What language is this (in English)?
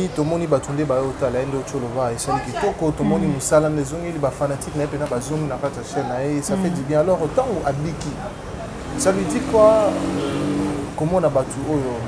Lingala